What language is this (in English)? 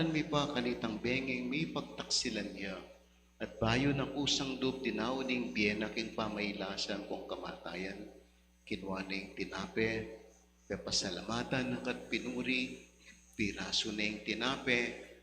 Pampanga